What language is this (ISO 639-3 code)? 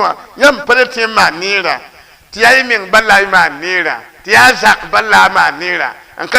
mos